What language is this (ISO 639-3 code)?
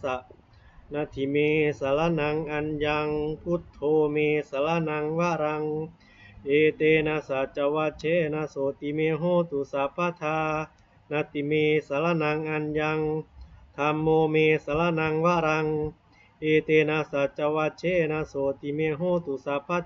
pli